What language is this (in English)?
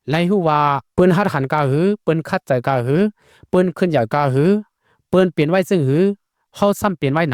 Shan